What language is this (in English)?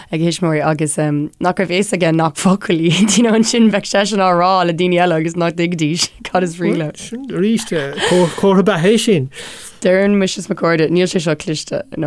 Irish